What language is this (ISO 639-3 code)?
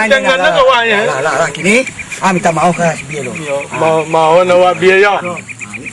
min